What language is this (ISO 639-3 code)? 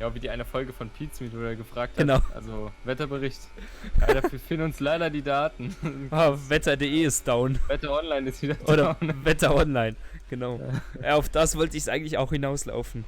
gsw